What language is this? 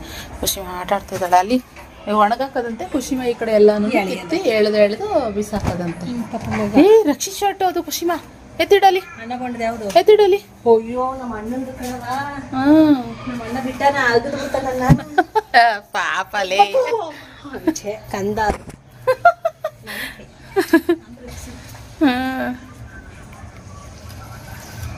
Kannada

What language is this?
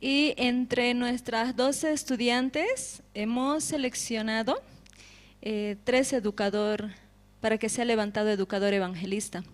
Aymara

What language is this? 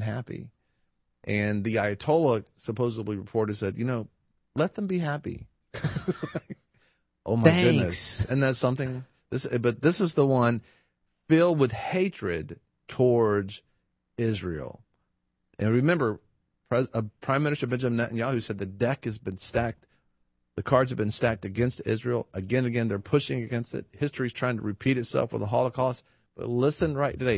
English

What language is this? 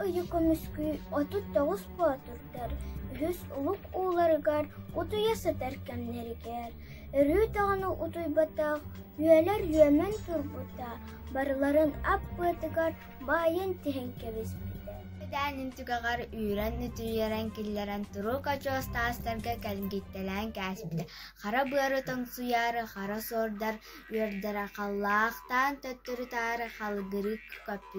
Yakut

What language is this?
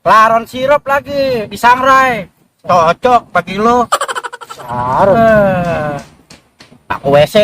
Betawi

